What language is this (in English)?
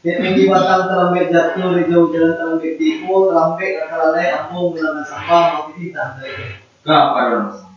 Minangkabau